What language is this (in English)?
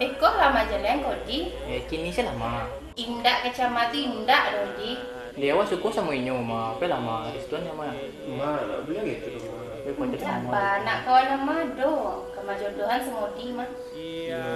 Minangkabau